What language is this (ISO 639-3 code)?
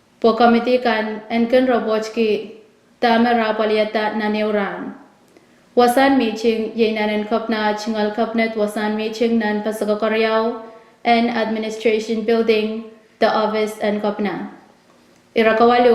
pon